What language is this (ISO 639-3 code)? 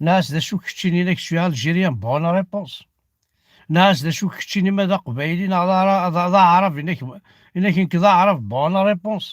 kab